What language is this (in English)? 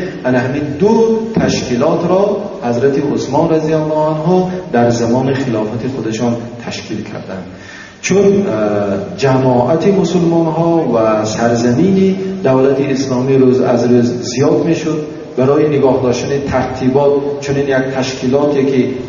Tajik